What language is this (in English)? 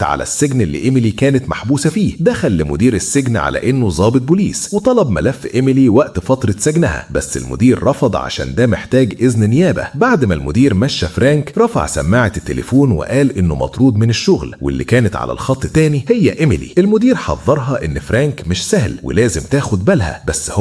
Egyptian Arabic